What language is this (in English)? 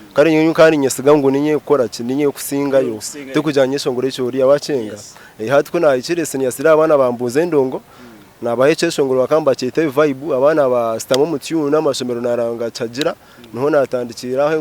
Nyankole